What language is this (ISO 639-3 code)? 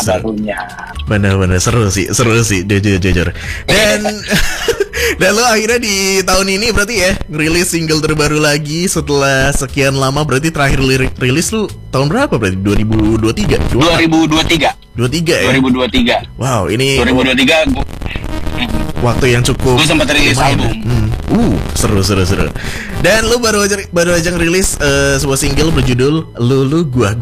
ind